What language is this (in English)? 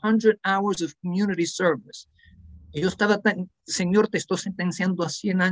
Ladino